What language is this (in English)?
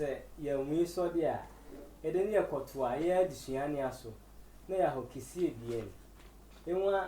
Sehwi